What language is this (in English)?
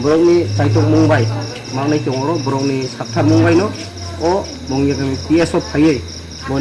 Riang (India)